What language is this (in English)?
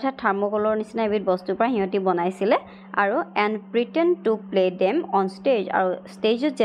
Assamese